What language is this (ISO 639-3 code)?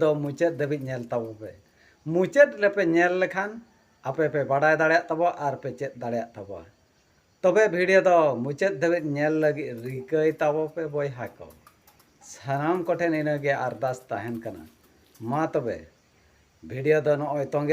sat